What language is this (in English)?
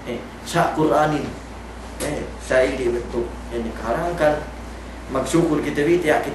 Yakan